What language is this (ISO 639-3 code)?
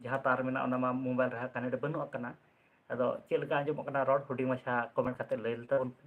sat